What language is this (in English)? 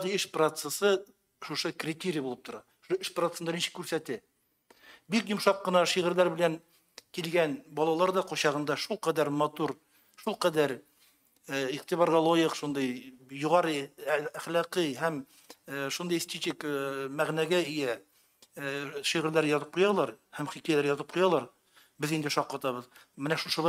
Tatar